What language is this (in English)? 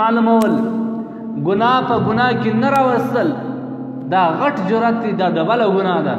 Pashto